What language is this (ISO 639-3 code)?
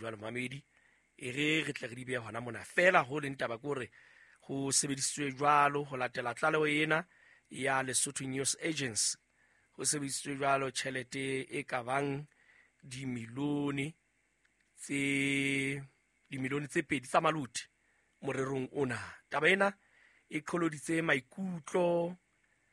sot